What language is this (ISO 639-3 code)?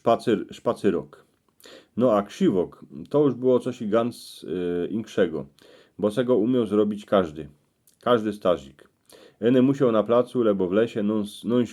szl